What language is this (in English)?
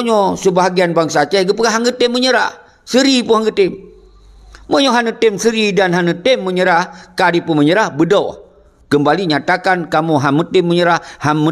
Achinese